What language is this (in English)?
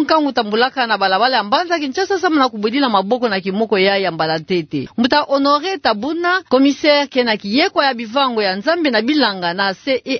Kituba (Democratic Republic of Congo)